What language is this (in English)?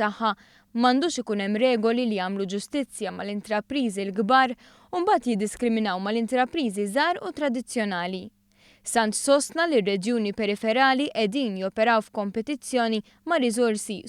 Maltese